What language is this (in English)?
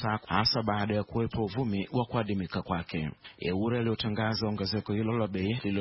Swahili